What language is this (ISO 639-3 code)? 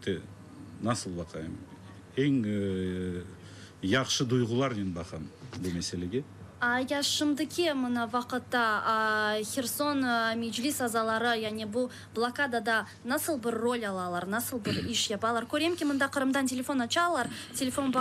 crh